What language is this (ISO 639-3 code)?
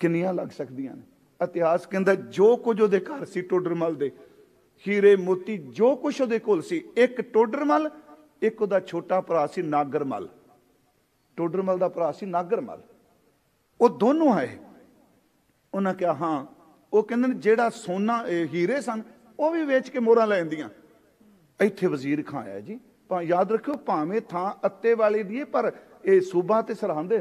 pan